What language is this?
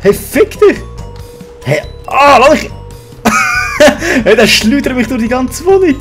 Swiss German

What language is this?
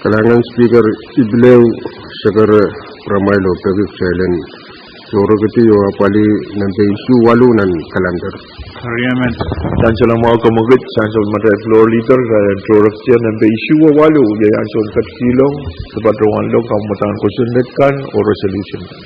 Pohnpeian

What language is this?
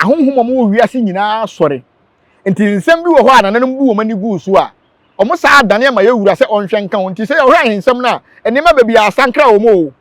Akan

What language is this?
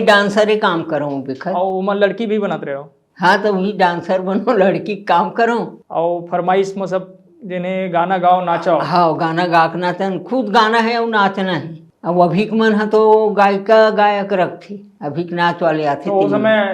Chhattisgarhi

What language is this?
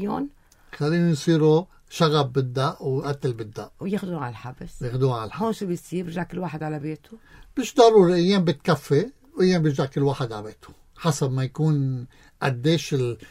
North Levantine Arabic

